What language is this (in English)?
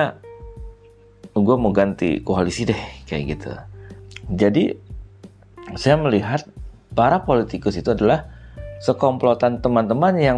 Indonesian